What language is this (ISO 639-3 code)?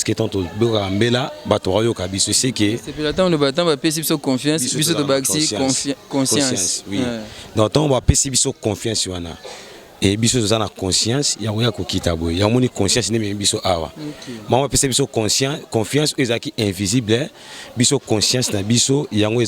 lin